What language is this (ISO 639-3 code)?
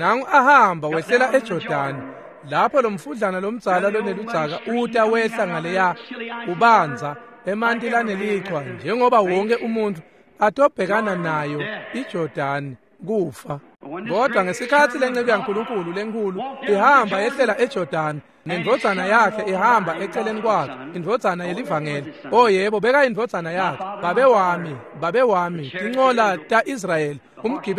ssw